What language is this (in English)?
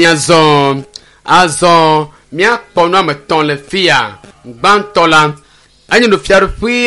Ewe